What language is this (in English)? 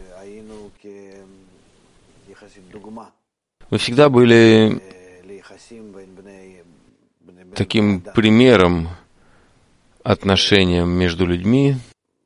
Russian